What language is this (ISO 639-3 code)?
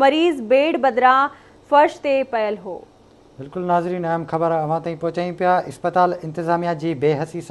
snd